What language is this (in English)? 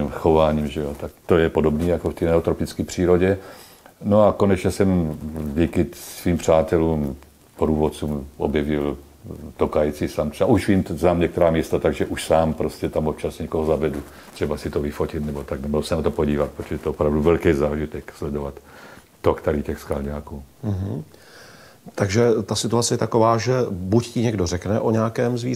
Czech